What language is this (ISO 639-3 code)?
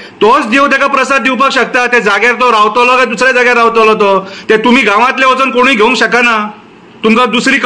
kok